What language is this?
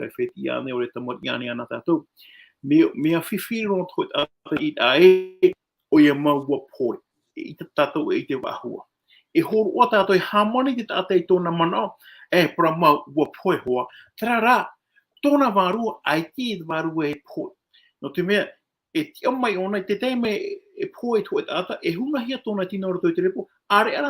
Tahitian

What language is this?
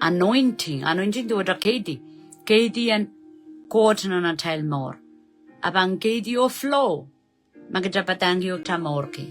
Pohnpeian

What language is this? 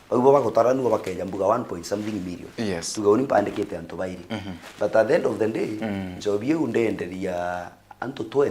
Meru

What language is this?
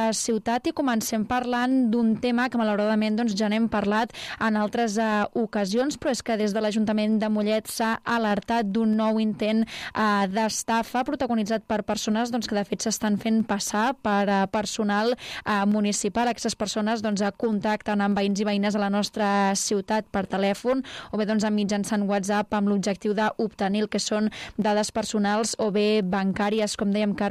Catalan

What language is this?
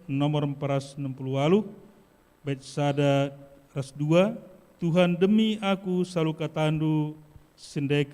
Batak Karo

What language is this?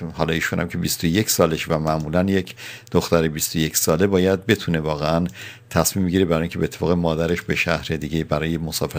Persian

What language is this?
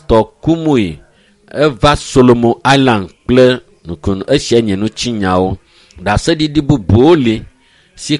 Ewe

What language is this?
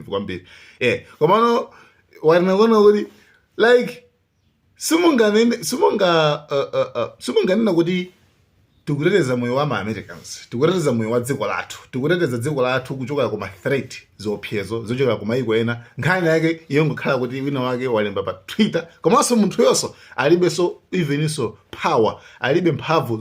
Nyanja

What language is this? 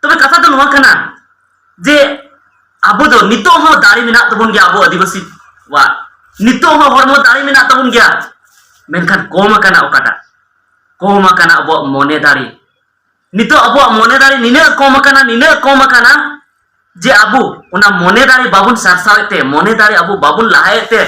Santali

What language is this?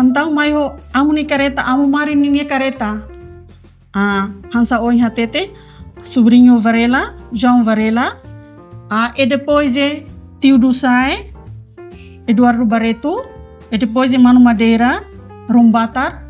Tetum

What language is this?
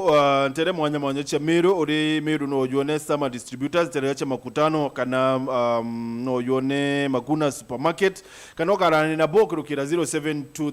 Meru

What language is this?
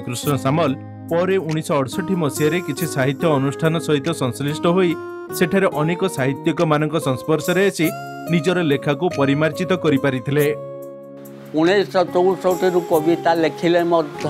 Odia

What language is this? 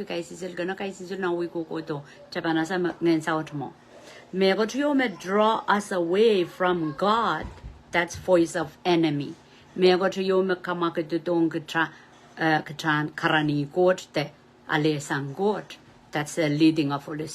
Pohnpeian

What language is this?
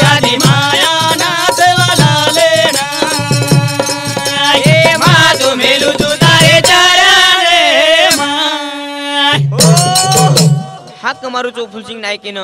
Lambadi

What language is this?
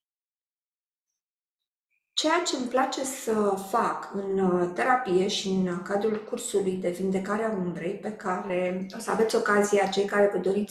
Romanian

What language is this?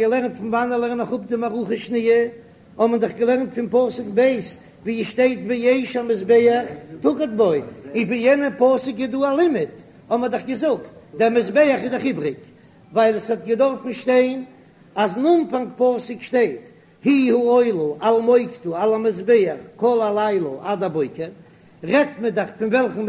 Yiddish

